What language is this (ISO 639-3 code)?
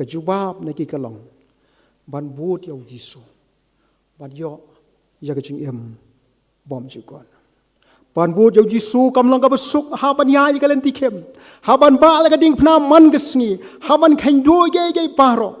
kha